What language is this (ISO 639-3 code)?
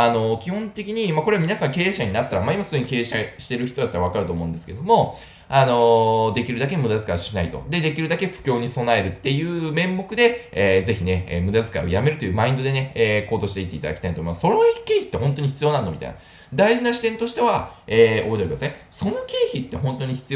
jpn